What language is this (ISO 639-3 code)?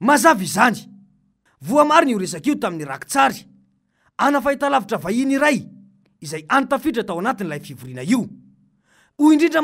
mlg